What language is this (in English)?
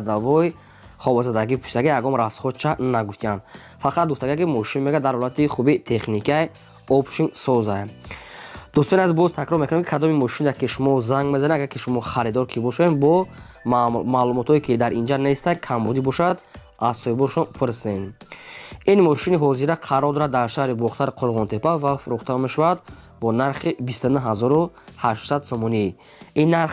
Tajik